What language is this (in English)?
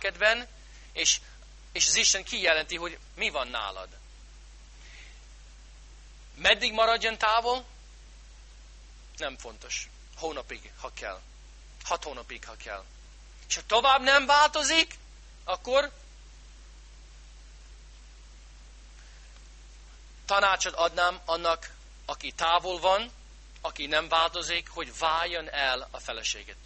Hungarian